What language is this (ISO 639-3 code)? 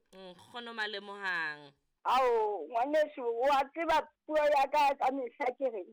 sot